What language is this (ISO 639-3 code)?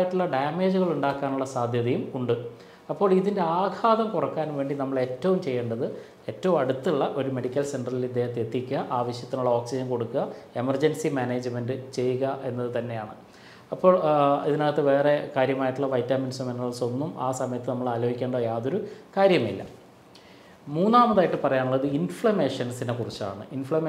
mal